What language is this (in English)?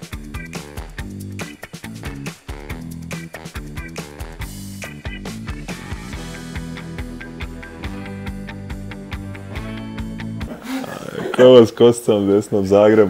Croatian